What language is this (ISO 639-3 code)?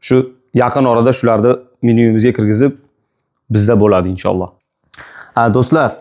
uzb